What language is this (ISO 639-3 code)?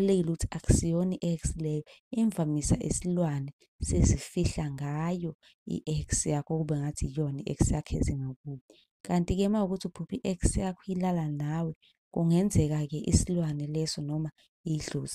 zul